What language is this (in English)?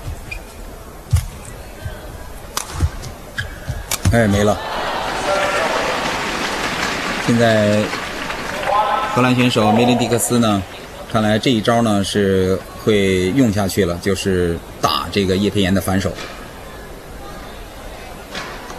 Chinese